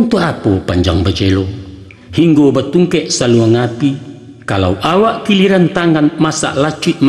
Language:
Minangkabau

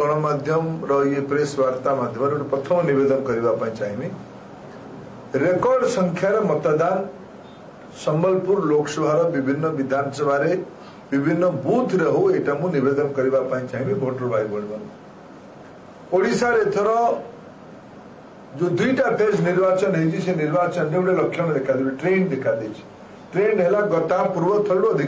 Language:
Odia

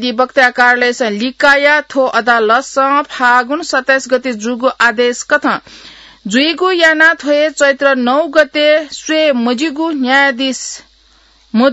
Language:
Newari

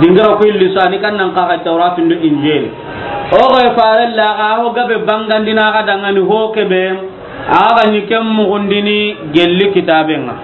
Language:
Soninke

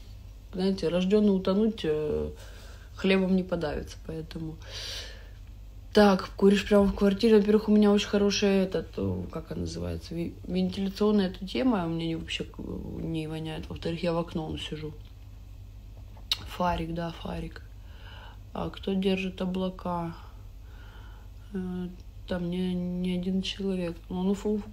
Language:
Russian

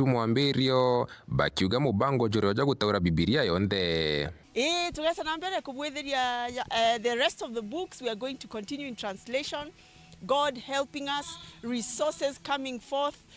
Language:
Meru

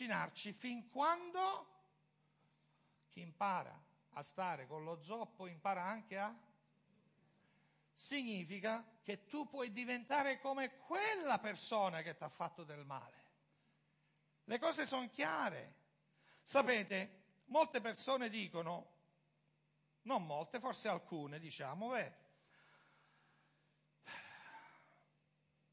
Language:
Italian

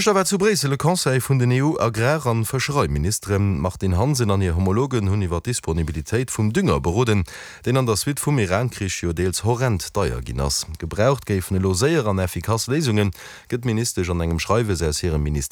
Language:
Luxembourgish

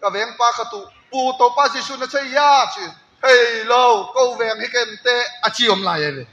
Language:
Tedim Chin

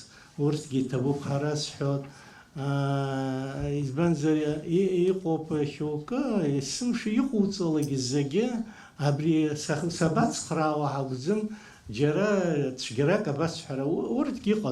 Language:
Abkhazian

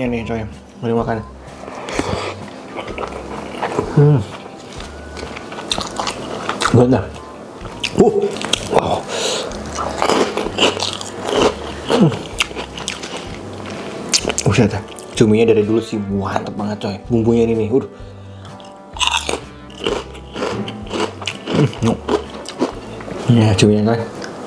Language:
Indonesian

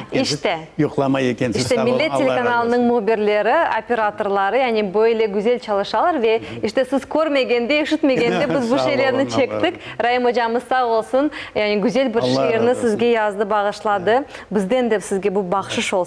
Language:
Crimean Tatar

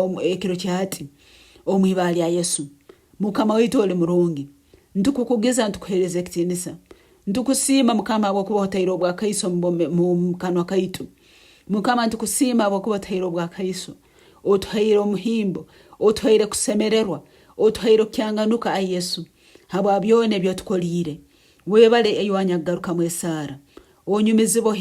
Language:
Nyankole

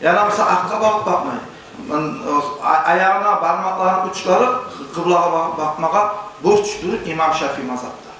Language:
Kumyk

